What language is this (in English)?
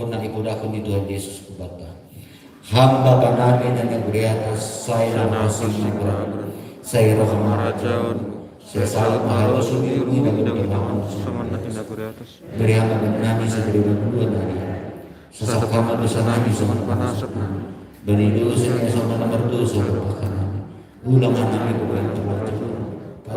Batak Simalungun